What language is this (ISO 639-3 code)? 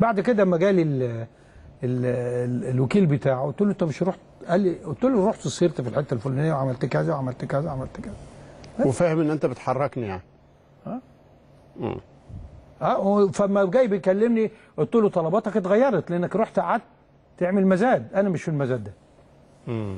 arz